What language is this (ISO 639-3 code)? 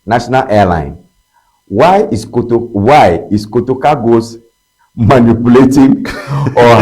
ewe